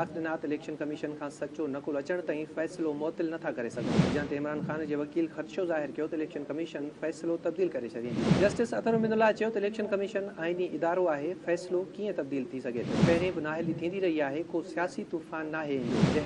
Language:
Sindhi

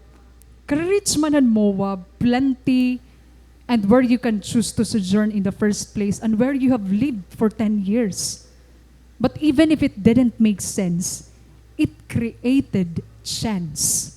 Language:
Waray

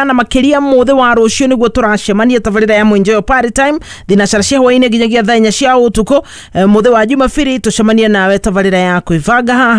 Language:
Kikuyu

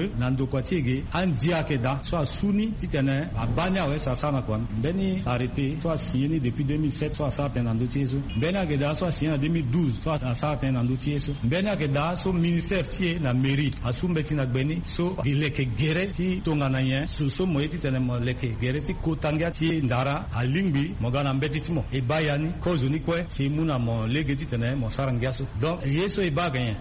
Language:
Sango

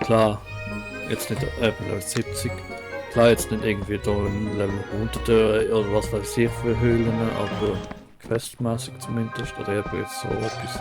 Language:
Swiss German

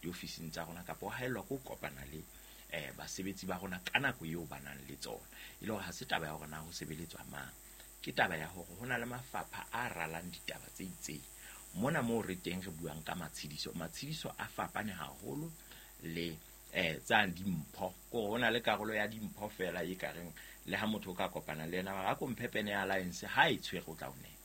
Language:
Southern Sotho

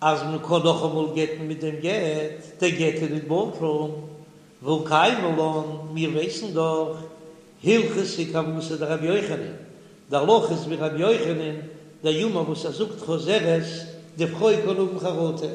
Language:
Yiddish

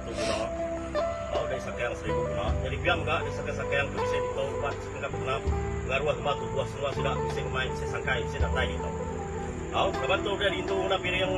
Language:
Iban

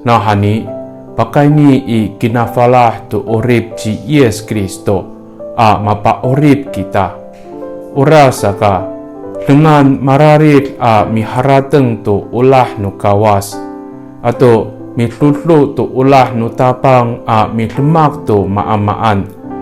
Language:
Amis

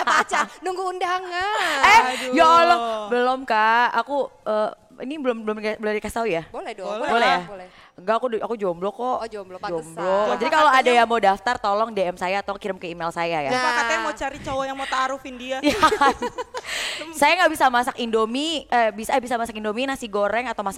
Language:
Indonesian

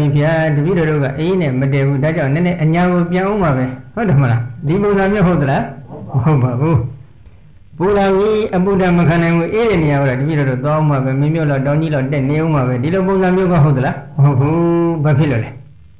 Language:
Burmese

